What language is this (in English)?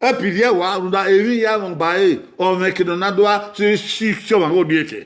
Bini